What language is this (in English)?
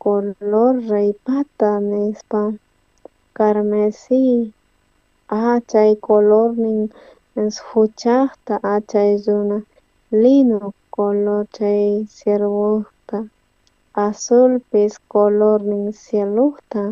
South Bolivian Quechua